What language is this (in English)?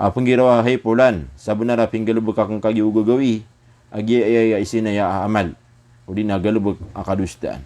Maranao